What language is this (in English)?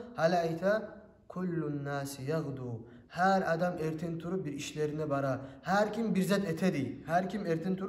Kumyk